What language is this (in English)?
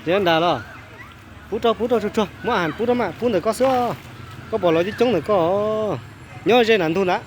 Hmong